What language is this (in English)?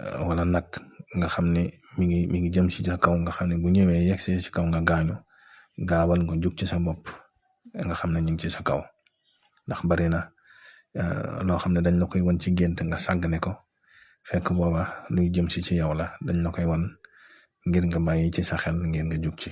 Wolof